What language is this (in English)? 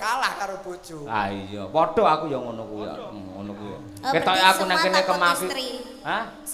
Javanese